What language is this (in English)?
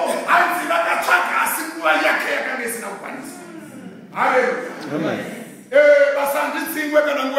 Shona